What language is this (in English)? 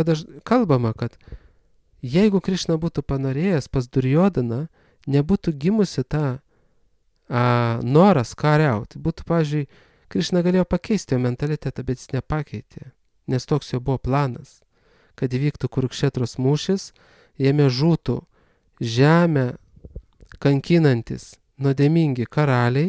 Lithuanian